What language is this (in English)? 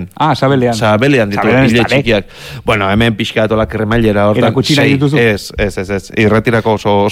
Basque